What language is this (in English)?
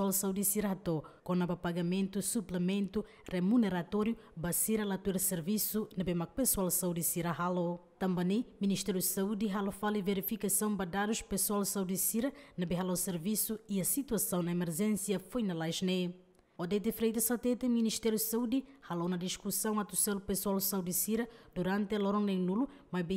Tetum